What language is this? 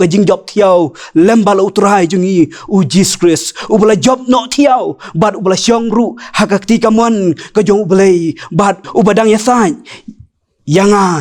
Khasi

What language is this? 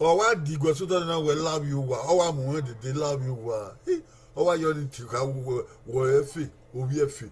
Bini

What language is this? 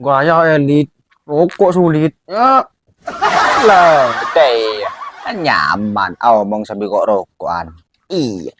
Madurese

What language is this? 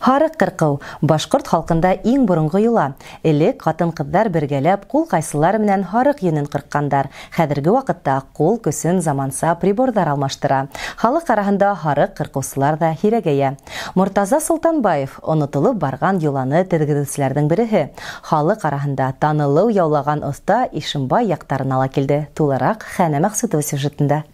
Bashkir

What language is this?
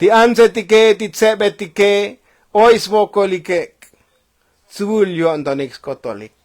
Tzotzil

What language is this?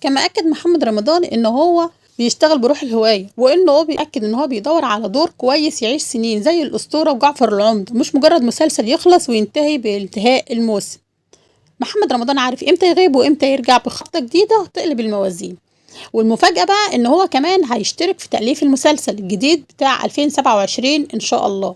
Egyptian Arabic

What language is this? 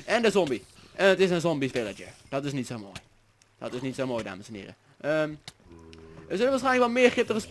Dutch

